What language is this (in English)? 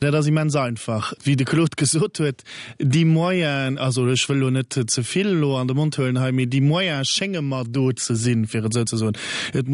Luxembourgish